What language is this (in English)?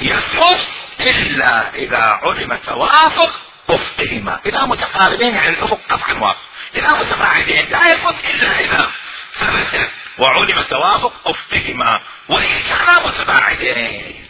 Mesopotamian Arabic